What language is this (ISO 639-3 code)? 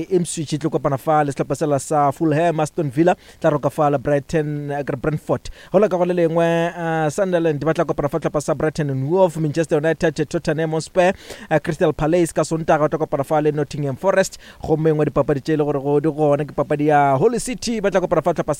nso